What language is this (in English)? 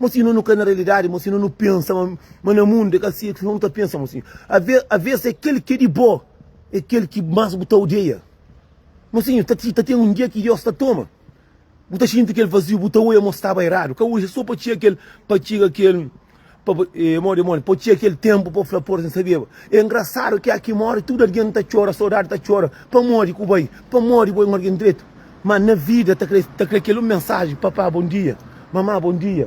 Kabuverdianu